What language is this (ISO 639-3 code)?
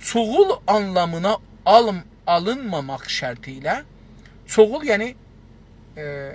azb